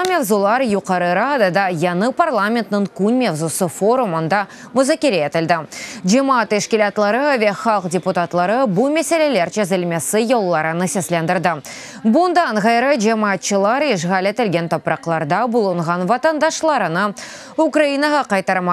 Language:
Crimean Tatar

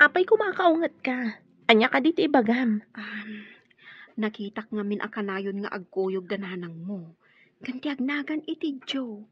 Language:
Iloko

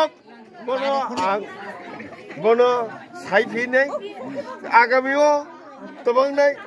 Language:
Kok Borok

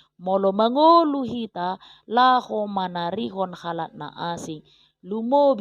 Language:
Batak Toba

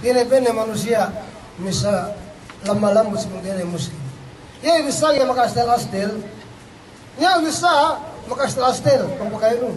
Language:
Yakan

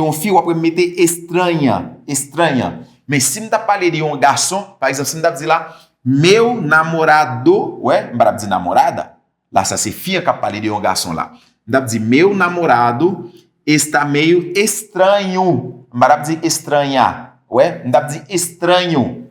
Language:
Haitian Creole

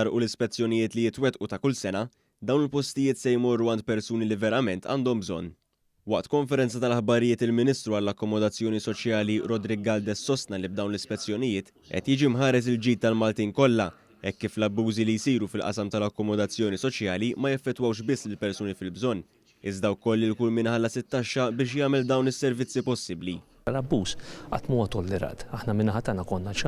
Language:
Maltese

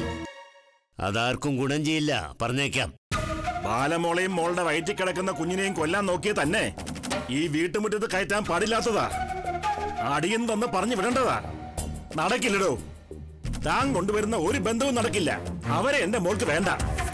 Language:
Malayalam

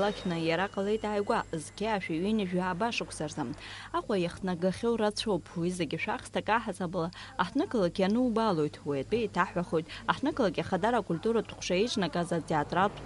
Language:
Abkhazian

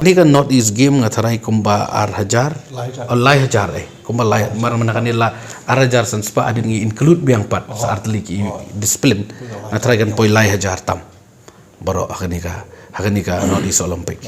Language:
Khasi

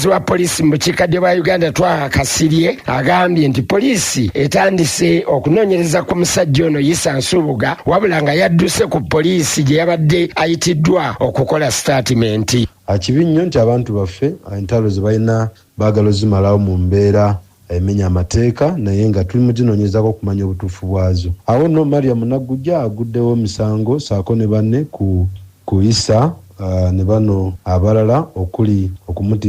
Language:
Ganda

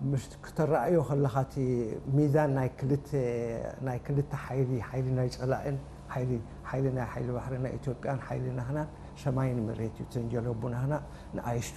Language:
Tigrinya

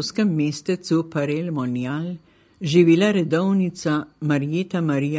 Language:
Slovenian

